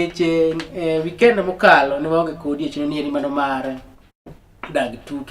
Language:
Luo (Kenya and Tanzania)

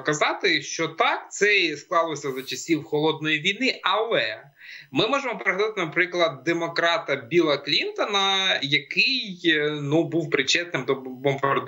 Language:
Ukrainian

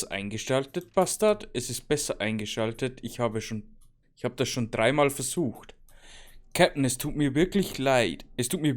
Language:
Bavarian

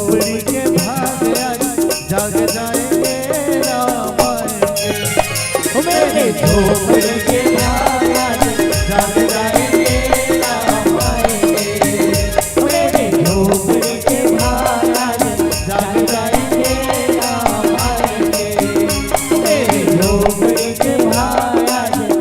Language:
Chhattisgarhi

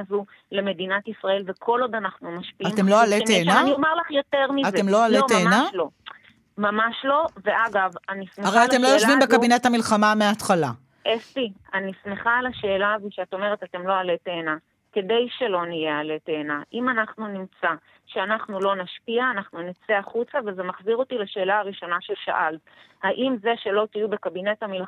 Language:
Hebrew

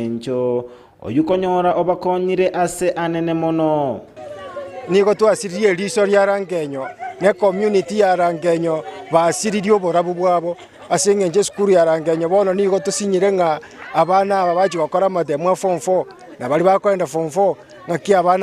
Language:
Gusii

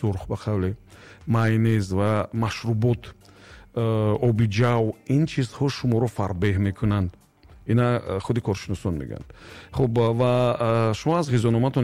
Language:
Tajik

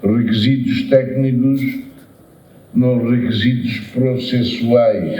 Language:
Tetum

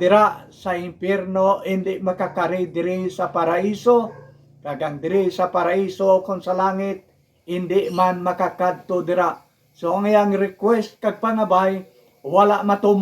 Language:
Hiligaynon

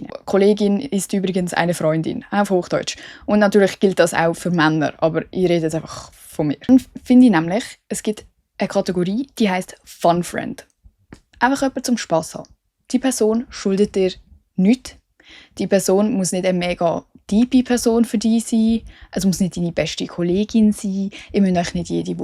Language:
Swiss German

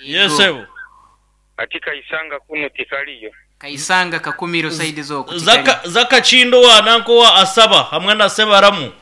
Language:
Nyankole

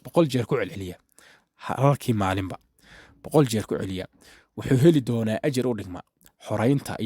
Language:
Somali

